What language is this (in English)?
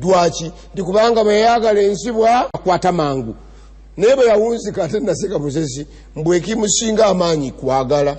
Ganda